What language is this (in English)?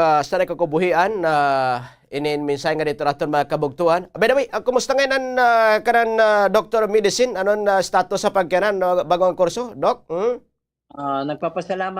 Waray